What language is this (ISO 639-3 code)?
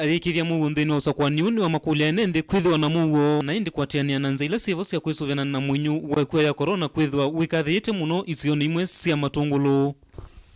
kam